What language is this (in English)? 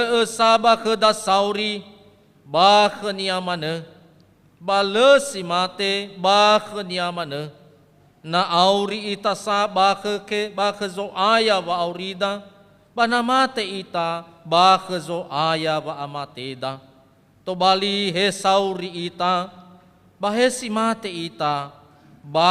Nias